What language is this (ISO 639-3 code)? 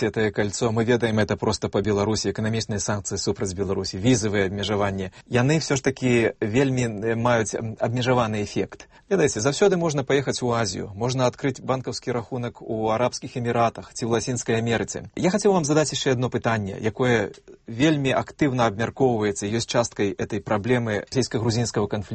bel